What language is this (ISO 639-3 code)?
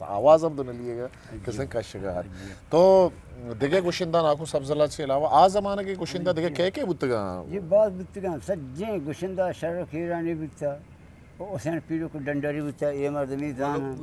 bgp